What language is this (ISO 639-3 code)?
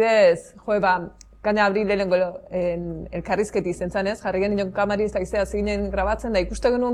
eus